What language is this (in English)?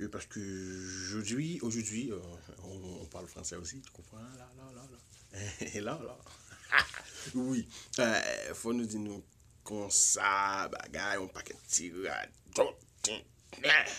Haitian Creole